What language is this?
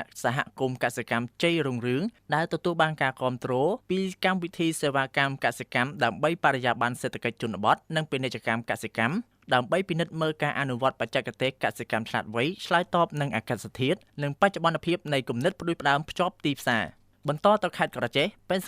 Khmer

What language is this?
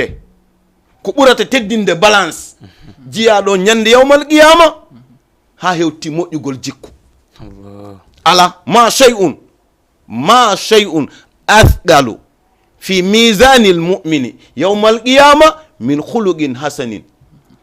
Fula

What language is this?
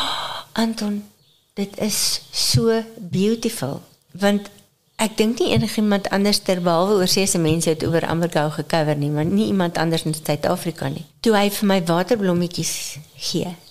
Afrikaans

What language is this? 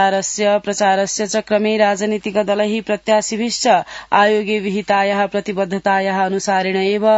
Sanskrit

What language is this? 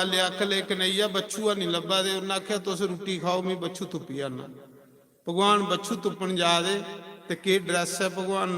Dogri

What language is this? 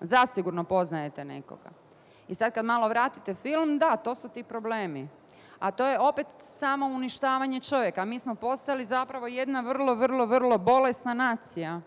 Bosnian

